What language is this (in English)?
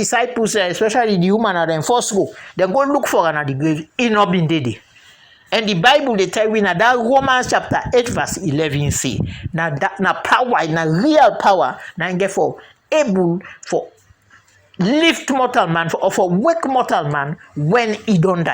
Krio